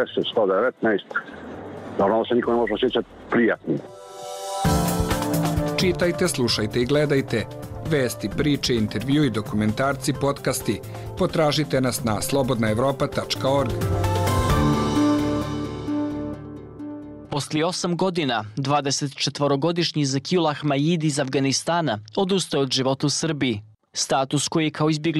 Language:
Serbian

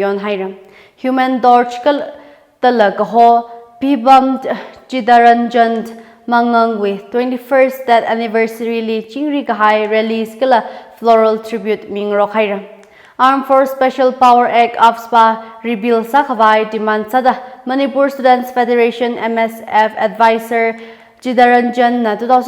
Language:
Tangkhul Naga (India)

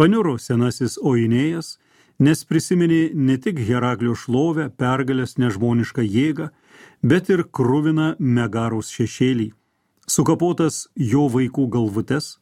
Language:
Lithuanian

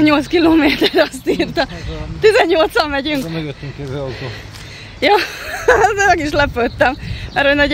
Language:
Hungarian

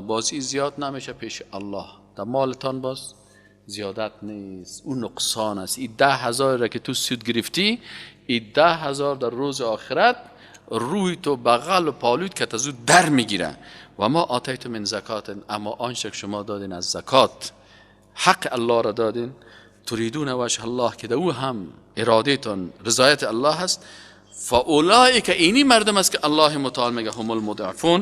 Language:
Persian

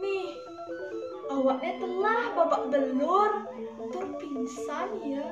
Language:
Balinese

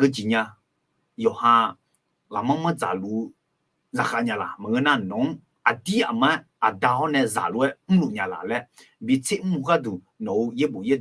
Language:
Akha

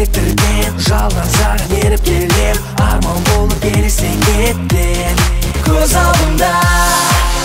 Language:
Kazakh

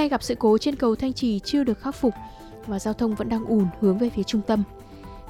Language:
Vietnamese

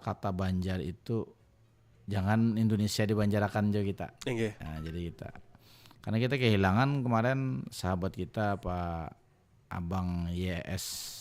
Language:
Banjar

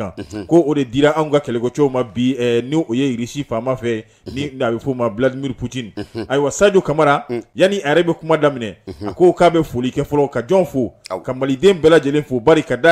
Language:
Bambara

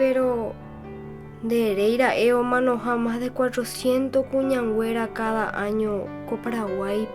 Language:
Guarani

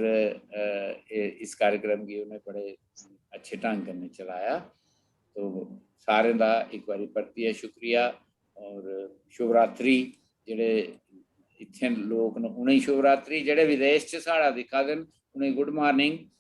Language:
Dogri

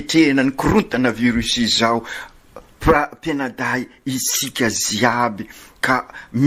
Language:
Malagasy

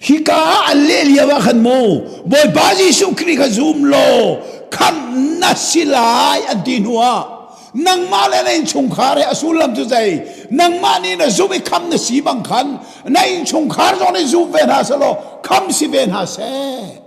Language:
Hakha Chin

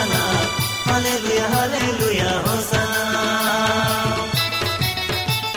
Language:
Odia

